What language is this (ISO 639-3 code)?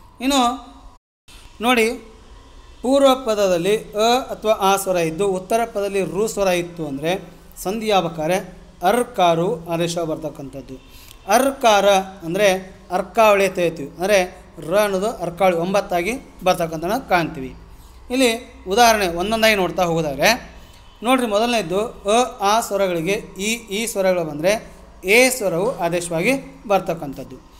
kan